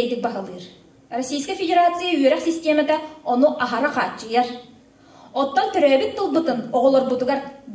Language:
Yakut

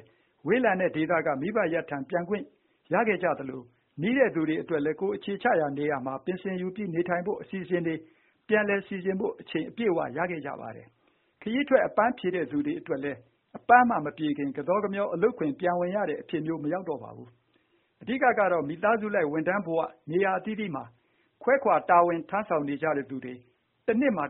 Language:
Burmese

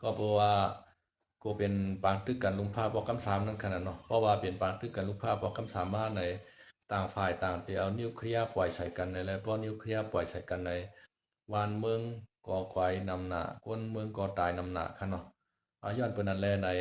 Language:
Shan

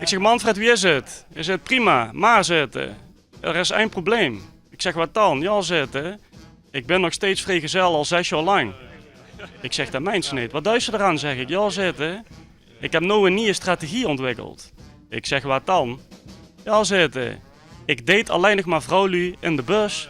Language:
Limburgish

